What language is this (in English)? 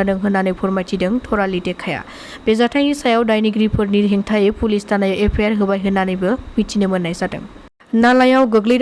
Bodo